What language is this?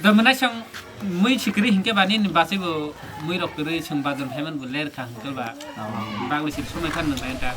Kok Borok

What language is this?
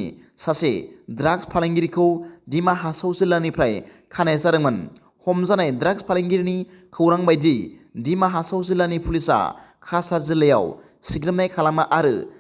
Bodo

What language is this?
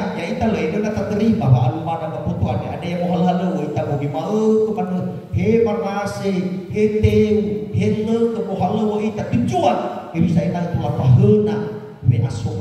Nias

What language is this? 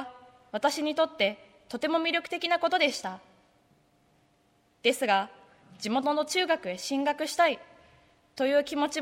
Japanese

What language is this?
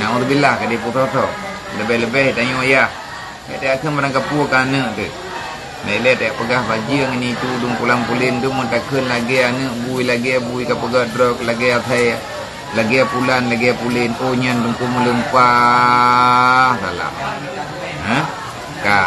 Achinese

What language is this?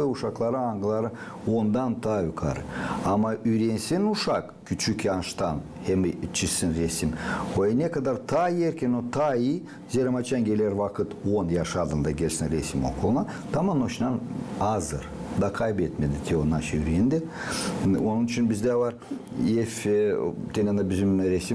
Gagauz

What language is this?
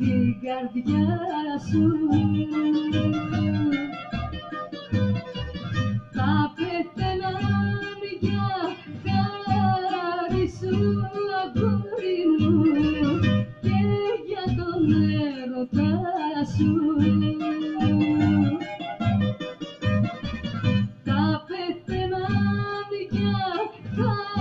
Greek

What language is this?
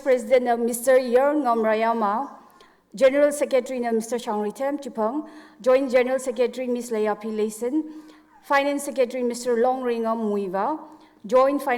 Tangkhul Naga (India)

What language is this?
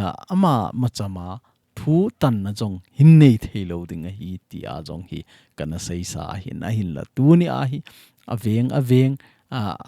Thado Chin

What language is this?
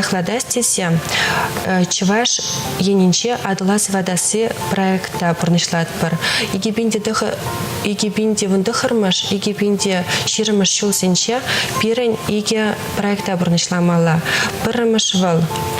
Chuvash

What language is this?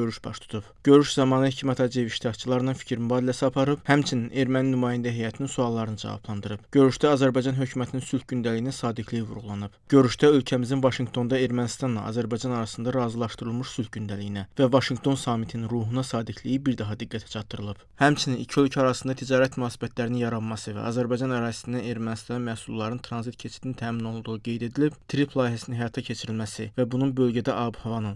Azerbaijani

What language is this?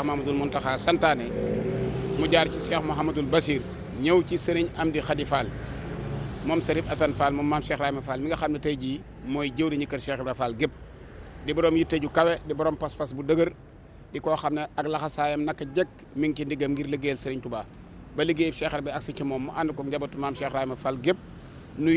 Wolof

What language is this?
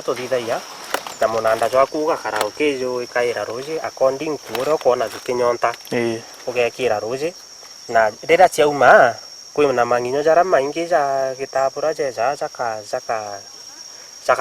Meru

